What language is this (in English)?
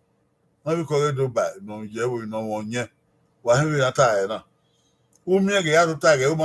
Bini